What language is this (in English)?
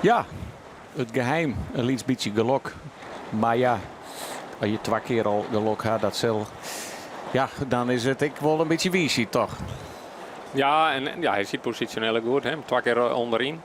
Western Frisian